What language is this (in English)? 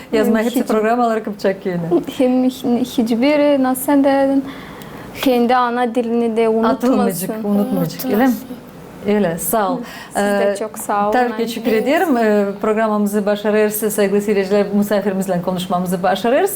Gagauz